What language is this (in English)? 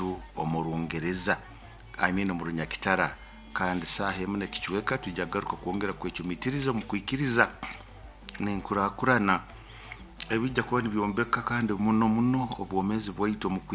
Nyoro